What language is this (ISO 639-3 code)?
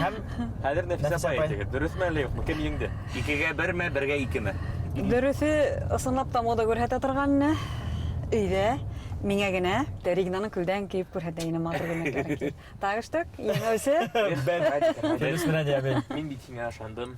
bak